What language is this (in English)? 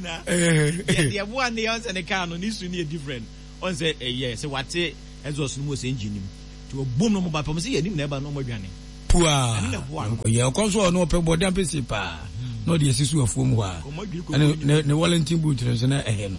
Akan